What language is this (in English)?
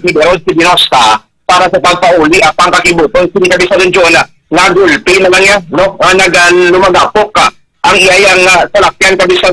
Hiligaynon